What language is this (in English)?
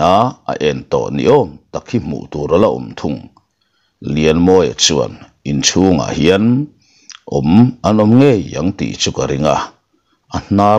Mizo